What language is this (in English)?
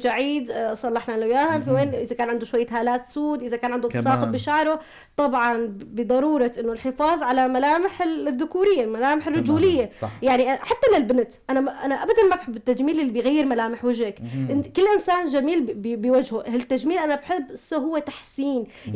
North Levantine Arabic